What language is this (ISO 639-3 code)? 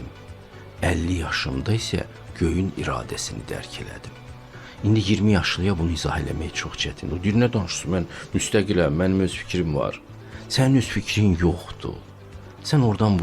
aze